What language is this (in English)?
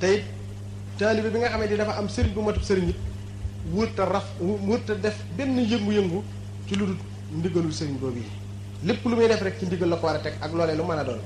Wolof